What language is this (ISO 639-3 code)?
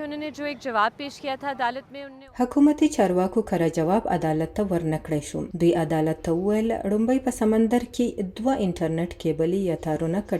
pus